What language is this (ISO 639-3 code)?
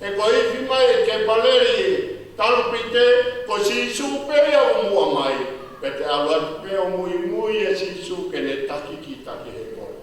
ton